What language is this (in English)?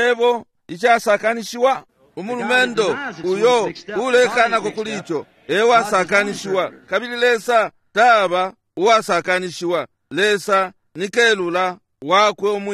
Bemba